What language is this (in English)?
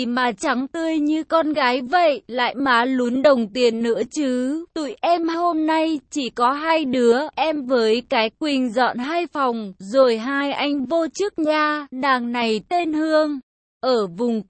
Vietnamese